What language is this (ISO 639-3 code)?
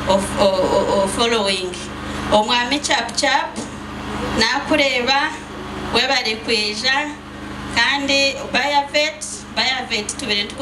nyn